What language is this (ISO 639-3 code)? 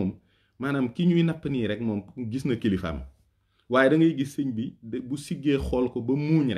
wol